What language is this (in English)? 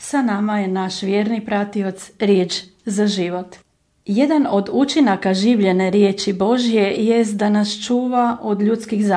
Croatian